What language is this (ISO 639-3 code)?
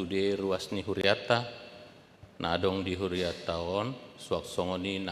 bbc